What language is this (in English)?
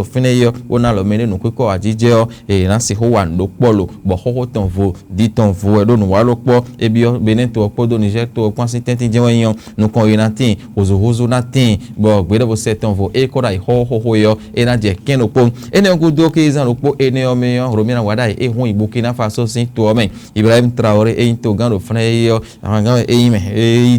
Fon